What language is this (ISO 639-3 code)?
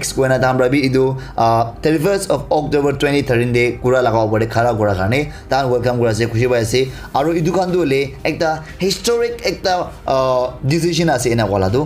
nag